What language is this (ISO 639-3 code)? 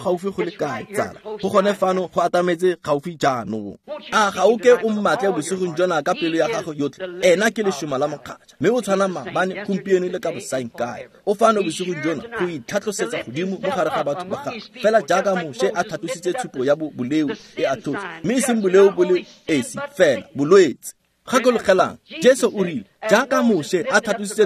tsn